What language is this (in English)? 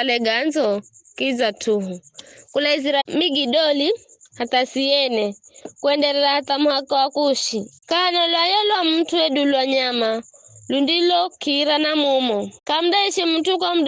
Giryama